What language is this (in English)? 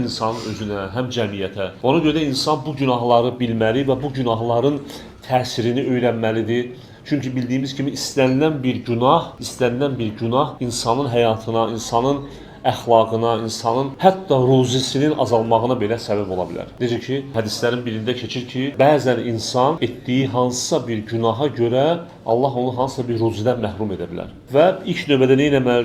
Azerbaijani